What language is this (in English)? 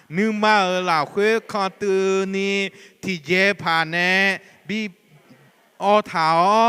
Akha